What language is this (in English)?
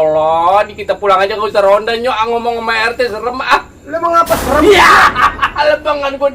Betawi